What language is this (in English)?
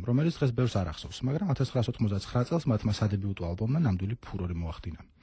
Georgian